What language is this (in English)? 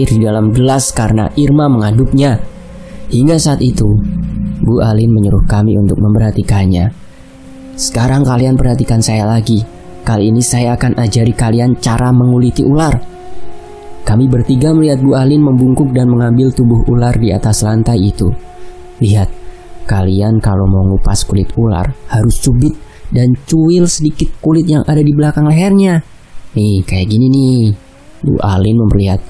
Indonesian